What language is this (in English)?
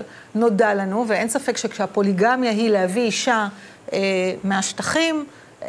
Hebrew